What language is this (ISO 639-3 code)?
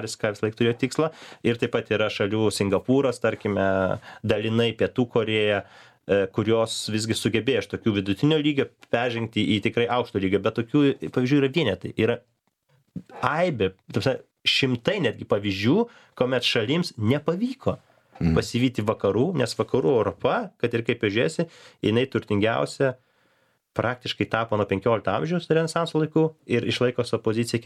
lit